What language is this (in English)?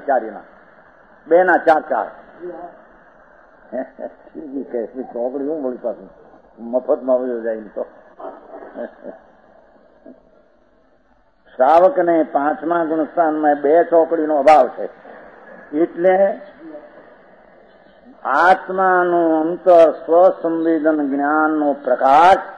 Gujarati